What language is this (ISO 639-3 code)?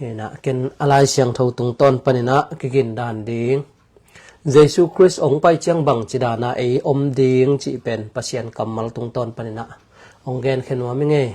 ctd